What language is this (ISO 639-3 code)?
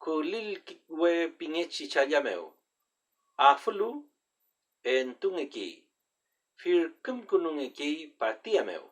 arn